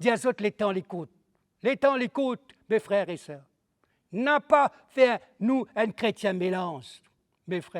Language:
Morisyen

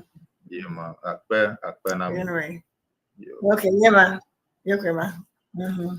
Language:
Ewe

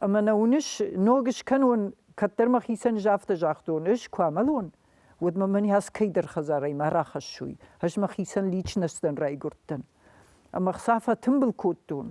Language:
Ossetic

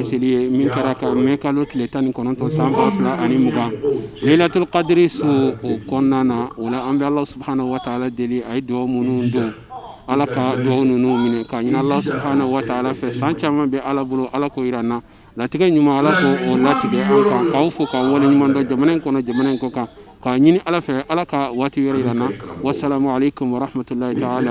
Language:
Bambara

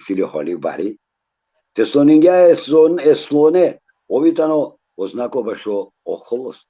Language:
Balkan Romani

